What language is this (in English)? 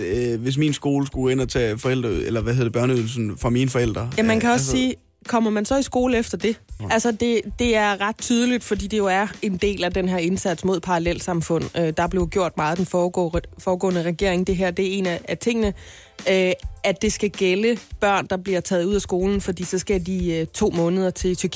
Danish